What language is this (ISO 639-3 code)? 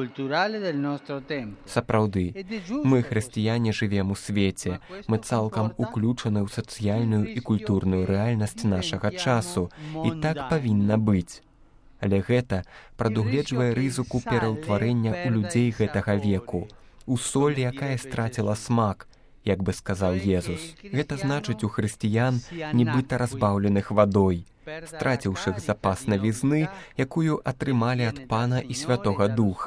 bel